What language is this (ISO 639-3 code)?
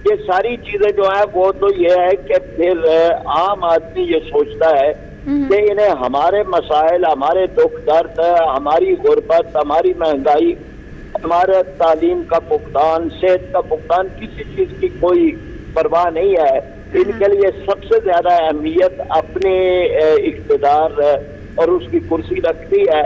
urd